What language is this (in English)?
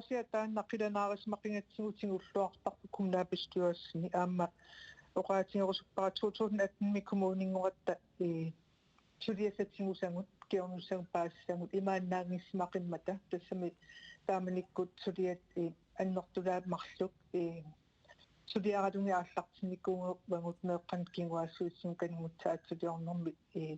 Kalaallisut